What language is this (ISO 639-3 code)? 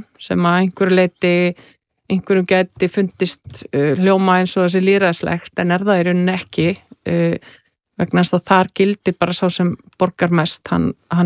isl